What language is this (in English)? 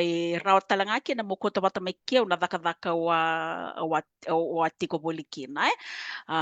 Fijian